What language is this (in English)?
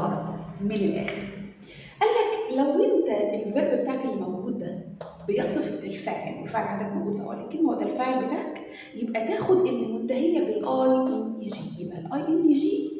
Egyptian Arabic